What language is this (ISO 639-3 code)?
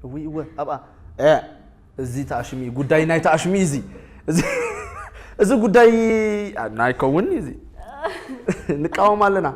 tir